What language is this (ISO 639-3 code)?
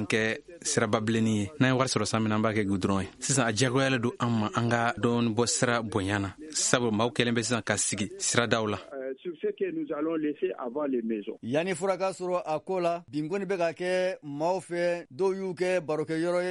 bam